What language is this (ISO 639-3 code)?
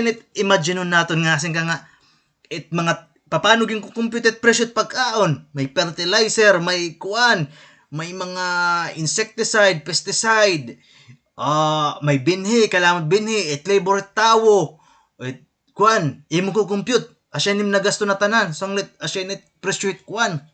war